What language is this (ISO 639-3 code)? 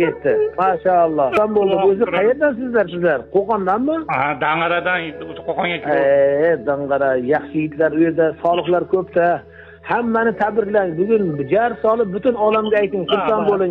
uzb